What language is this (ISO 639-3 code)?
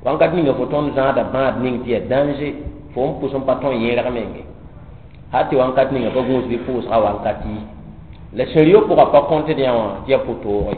mos